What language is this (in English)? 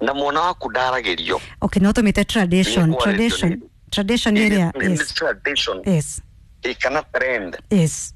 Kikuyu